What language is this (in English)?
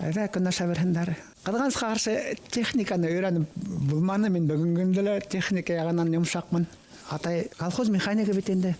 Bashkir